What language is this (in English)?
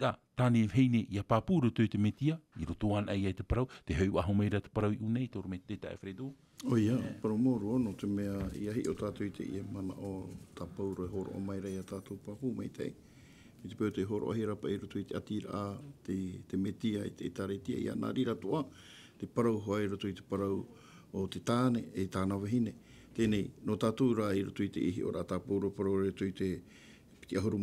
Tahitian